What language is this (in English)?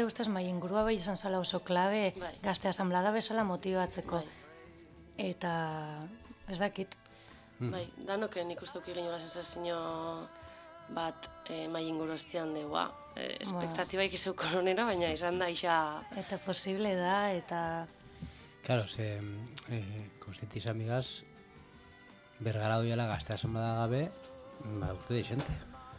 Basque